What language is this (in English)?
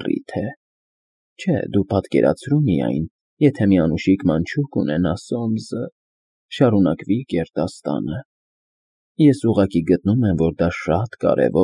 Armenian